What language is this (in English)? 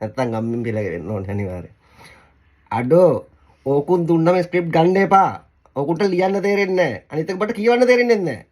Sinhala